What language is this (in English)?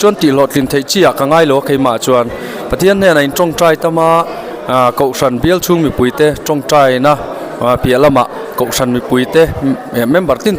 Mizo